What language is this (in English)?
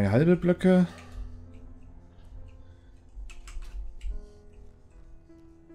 German